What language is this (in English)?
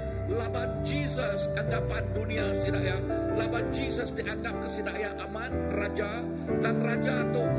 Iban